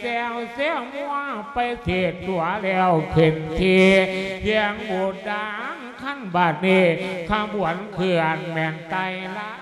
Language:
Lao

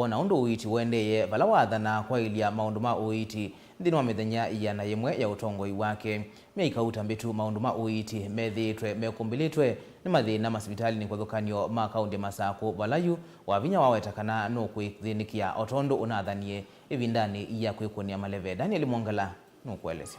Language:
Kamba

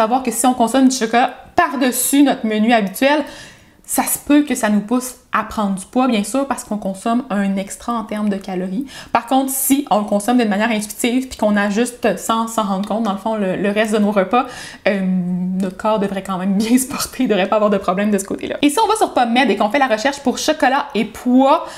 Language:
French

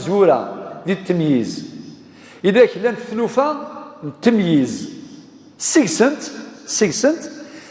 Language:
Kabyle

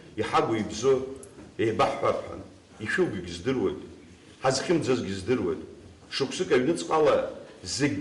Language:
Abkhazian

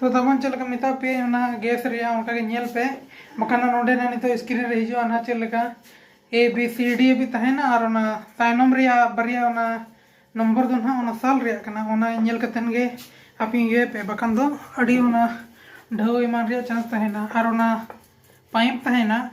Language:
Santali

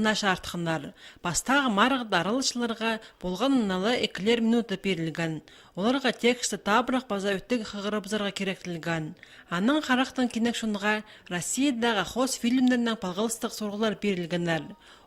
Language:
Khakas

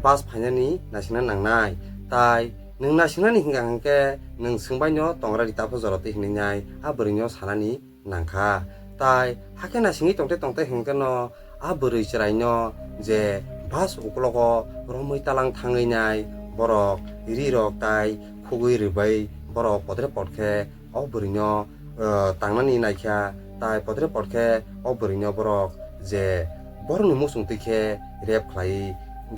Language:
Kok Borok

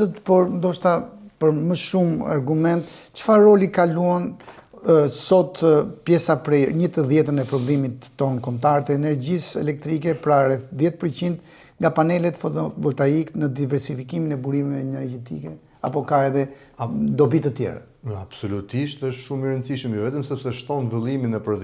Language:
Albanian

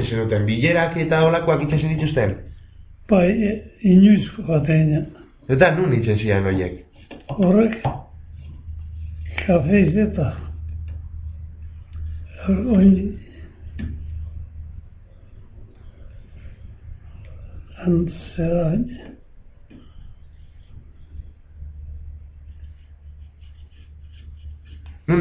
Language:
Basque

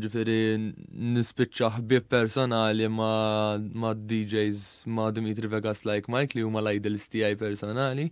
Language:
Maltese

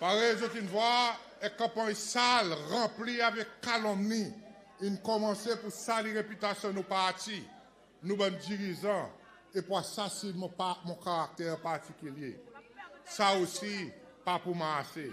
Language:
Seselwa Creole French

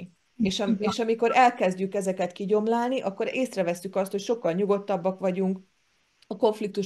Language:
Hungarian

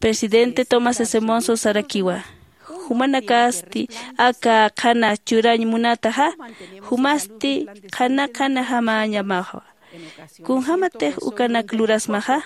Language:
Aymara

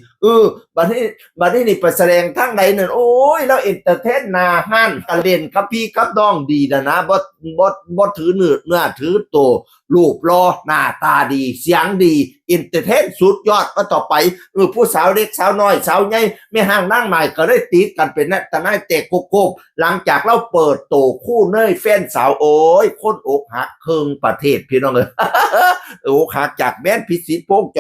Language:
Northeastern Thai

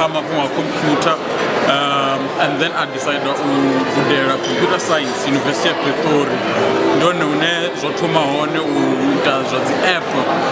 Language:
Venda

